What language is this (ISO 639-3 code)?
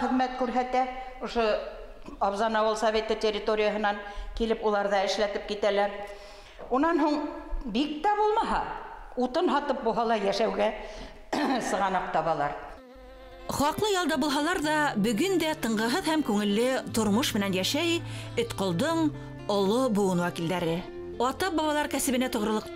bak